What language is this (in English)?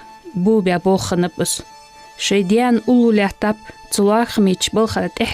Ingush